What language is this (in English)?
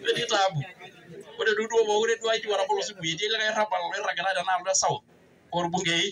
Masai